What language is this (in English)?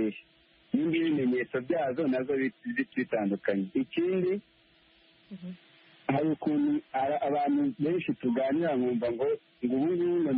Kinyarwanda